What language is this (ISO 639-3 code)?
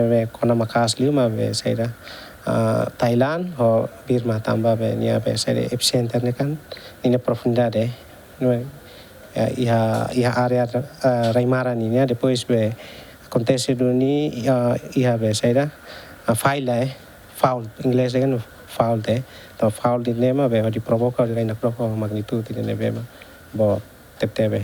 tet